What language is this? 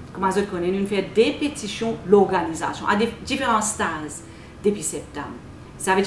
Morisyen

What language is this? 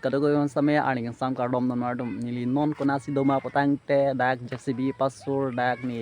Karbi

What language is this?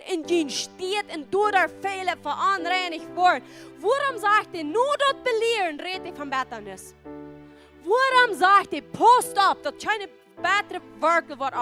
Plautdietsch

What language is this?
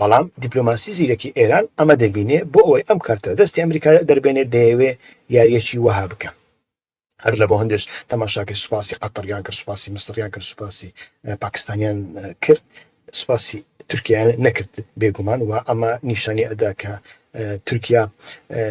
Central Kurdish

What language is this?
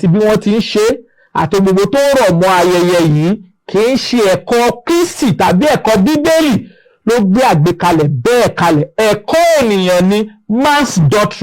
Yoruba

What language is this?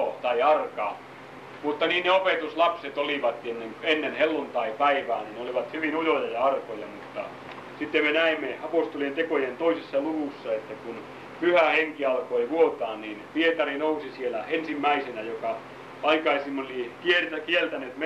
Finnish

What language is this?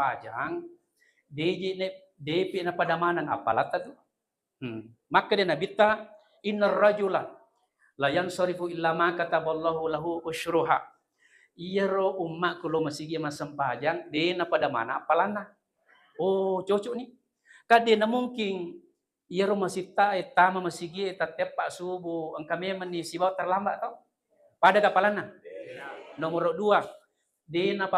Buginese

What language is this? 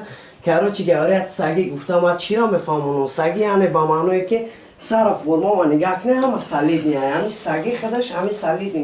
Tajik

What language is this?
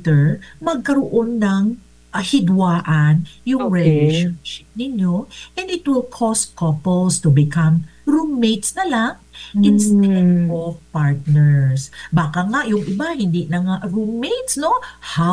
Filipino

